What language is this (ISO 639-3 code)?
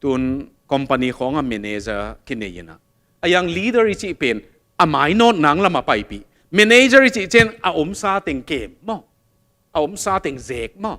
ctd